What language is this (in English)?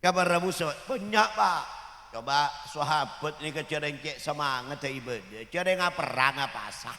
Madurese